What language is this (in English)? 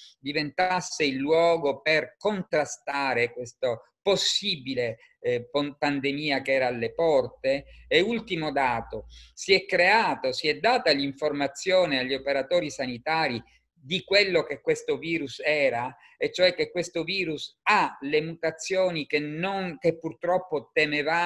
Italian